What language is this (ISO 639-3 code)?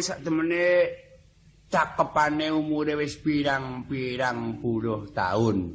jav